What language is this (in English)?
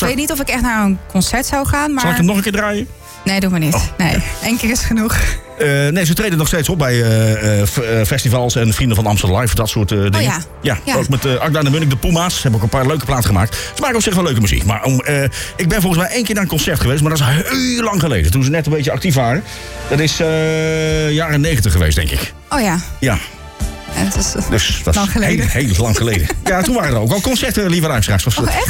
Dutch